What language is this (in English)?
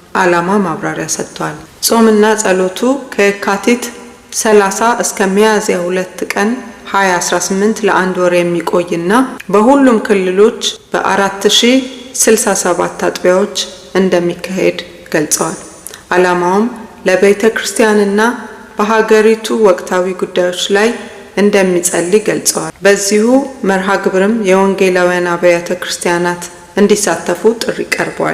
Amharic